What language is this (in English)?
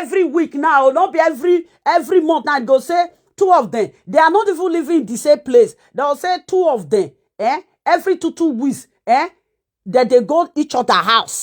Nigerian Pidgin